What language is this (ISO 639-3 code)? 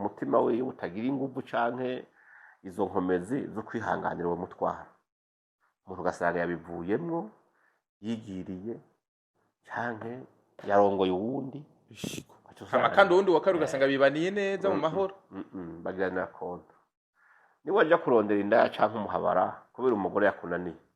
run